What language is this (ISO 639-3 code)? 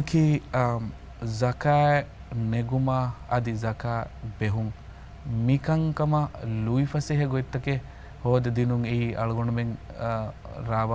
div